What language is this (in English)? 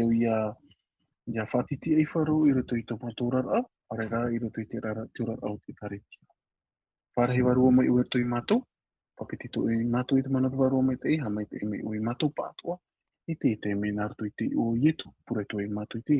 Tahitian